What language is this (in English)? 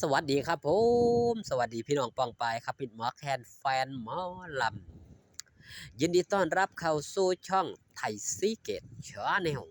Northeastern Thai